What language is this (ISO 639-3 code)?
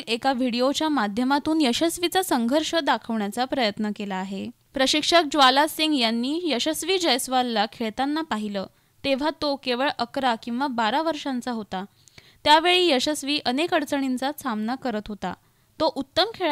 mar